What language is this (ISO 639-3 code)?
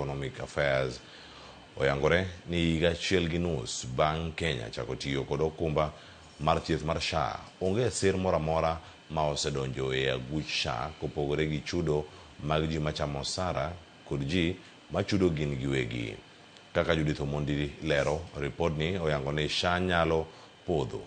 luo